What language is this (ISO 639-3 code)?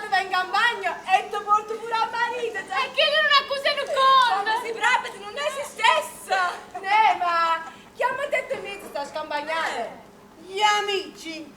nap